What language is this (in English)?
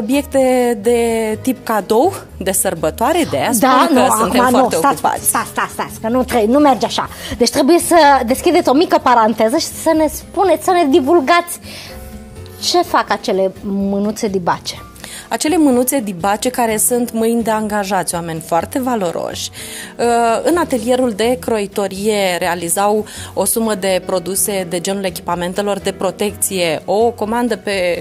Romanian